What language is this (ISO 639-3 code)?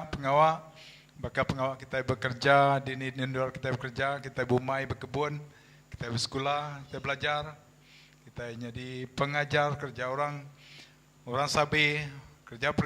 iba